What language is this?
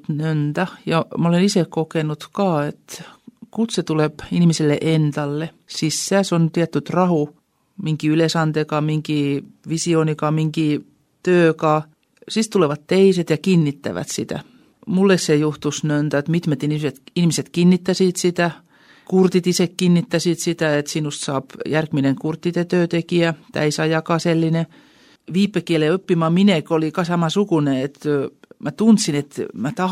Estonian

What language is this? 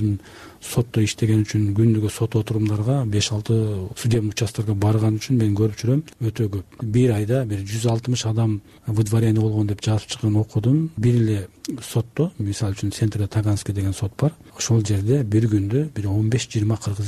Kyrgyz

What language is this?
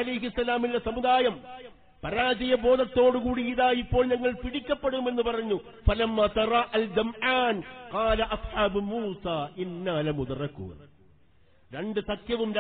Malayalam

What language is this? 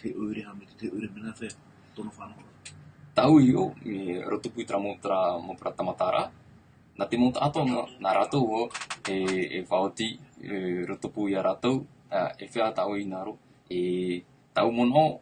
Tahitian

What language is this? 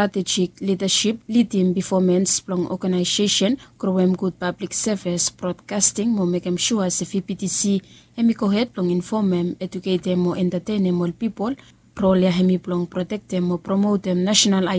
Bislama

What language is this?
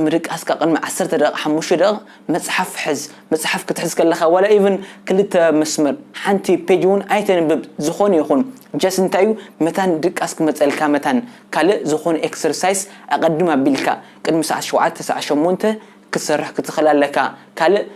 Tigrinya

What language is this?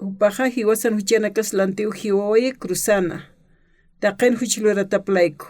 Aymara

